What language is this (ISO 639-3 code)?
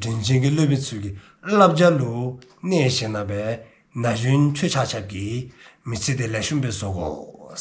dzo